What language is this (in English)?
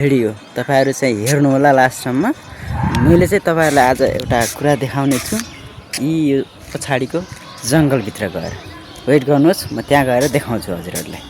Nepali